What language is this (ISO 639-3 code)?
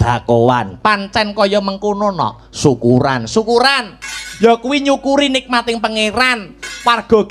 jav